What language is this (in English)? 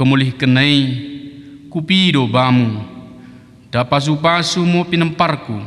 Batak Dairi